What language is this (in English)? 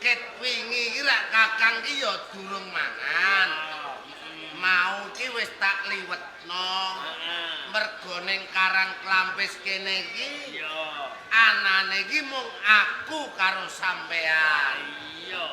Javanese